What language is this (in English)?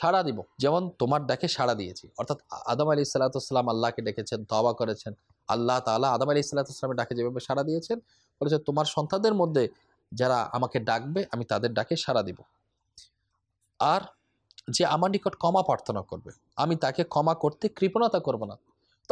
Bangla